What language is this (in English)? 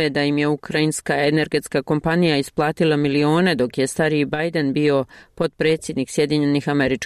Bosnian